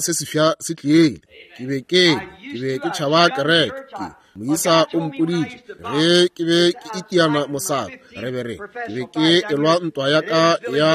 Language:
Northern Sotho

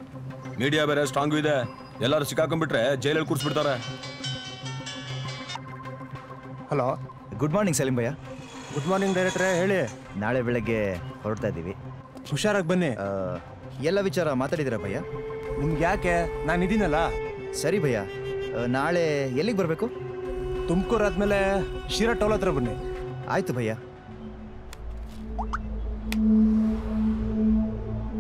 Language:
Kannada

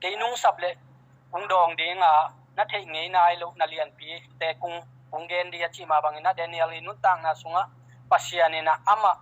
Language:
Tedim Chin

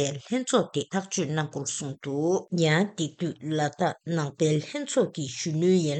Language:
Tibetan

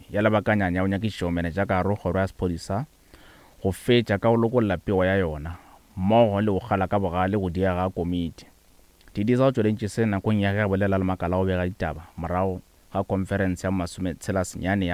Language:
Northern Sotho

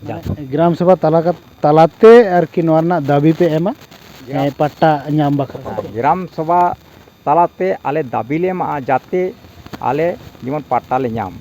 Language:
Santali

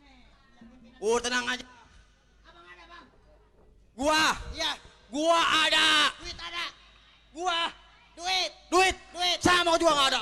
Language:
Betawi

